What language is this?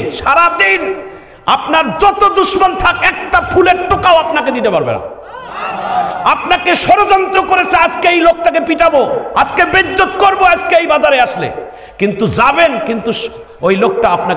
Bangla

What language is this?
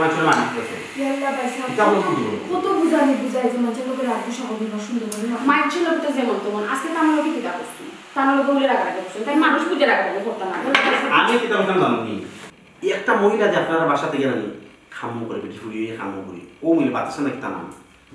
Sylheti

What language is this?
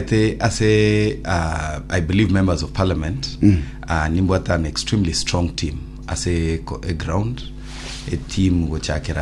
Gusii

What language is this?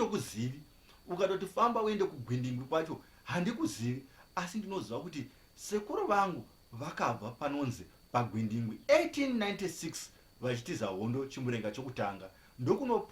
Shona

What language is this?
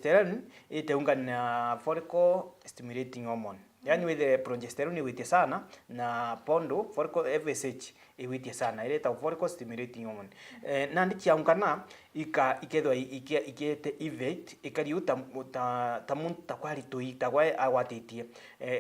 Meru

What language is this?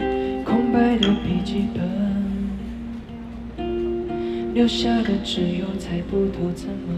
Chinese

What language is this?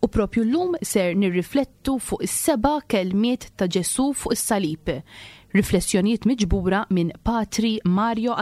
Maltese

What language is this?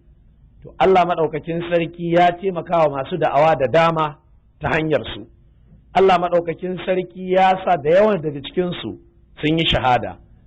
Hausa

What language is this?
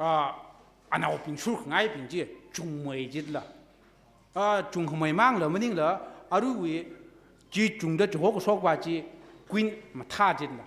Tangkhul Naga (India)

